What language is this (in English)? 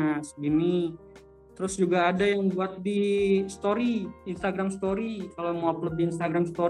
Indonesian